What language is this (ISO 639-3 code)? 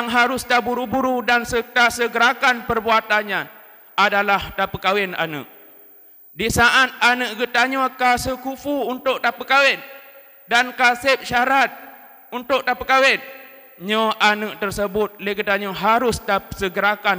ace